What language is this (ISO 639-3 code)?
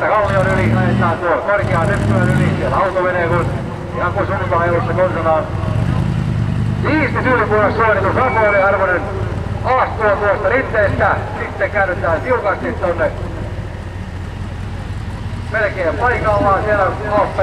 fin